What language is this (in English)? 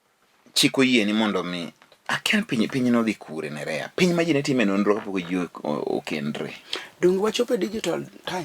Luo (Kenya and Tanzania)